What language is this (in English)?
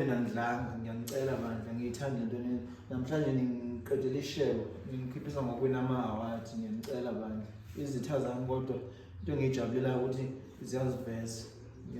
Zulu